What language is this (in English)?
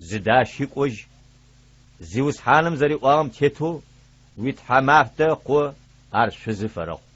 Adyghe